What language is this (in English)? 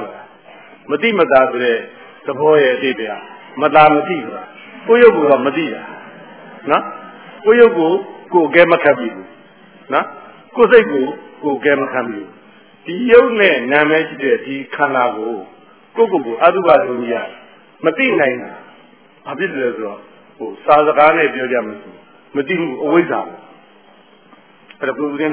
Burmese